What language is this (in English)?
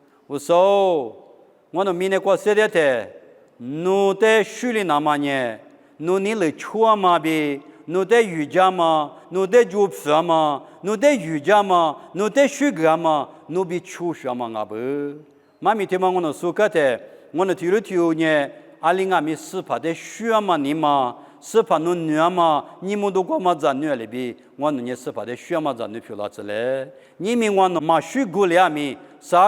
Lisu